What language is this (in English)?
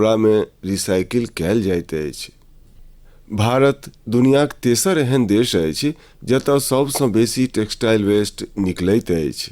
Maithili